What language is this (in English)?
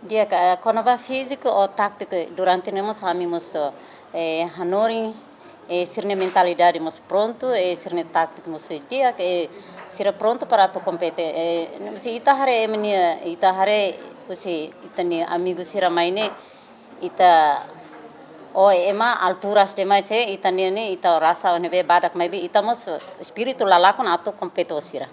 Tetum